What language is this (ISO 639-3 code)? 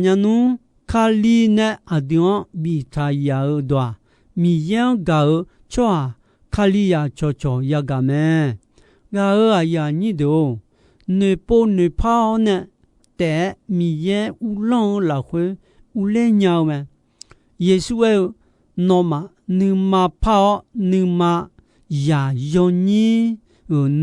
ahk